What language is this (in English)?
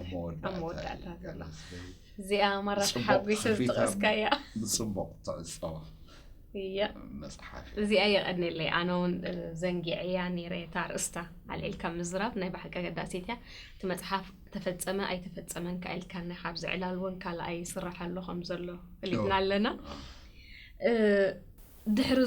Tigrinya